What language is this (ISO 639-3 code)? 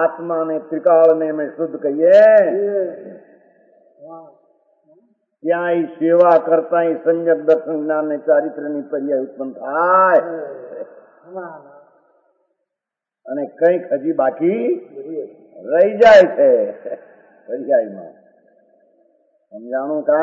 guj